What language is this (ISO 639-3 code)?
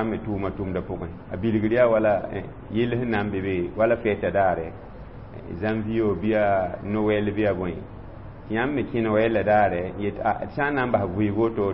mos